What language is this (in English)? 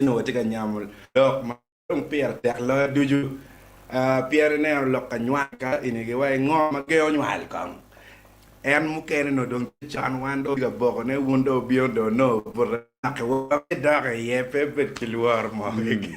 Acoli